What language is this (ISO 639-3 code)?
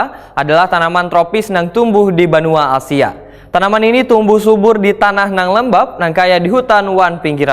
bjn